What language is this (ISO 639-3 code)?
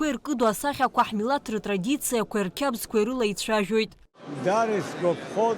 abk